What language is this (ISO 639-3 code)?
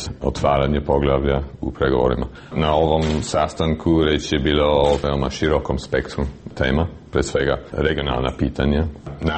srp